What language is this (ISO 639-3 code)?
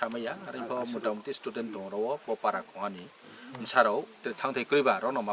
trp